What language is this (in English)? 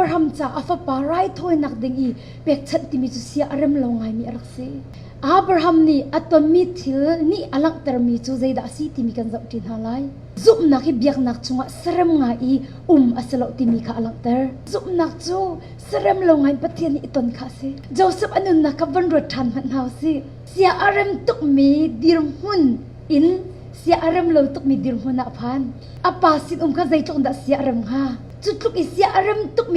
Hakha Chin